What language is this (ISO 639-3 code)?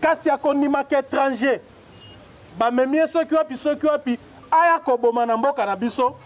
lin